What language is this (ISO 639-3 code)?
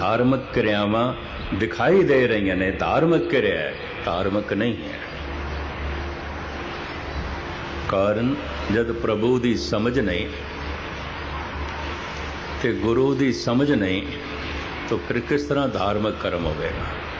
pan